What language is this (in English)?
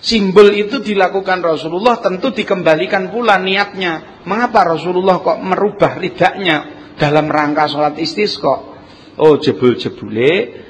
Javanese